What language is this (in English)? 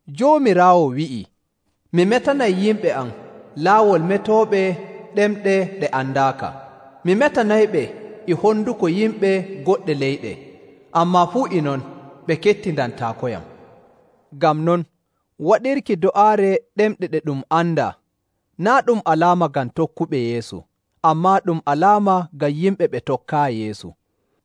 Nigerian Fulfulde